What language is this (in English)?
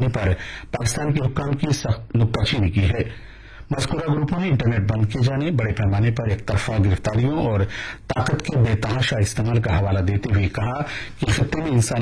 Urdu